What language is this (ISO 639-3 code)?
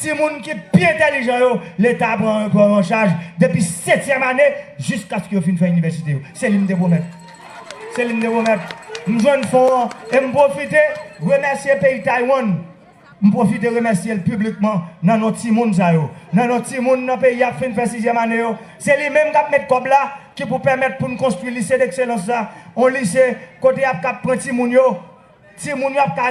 hat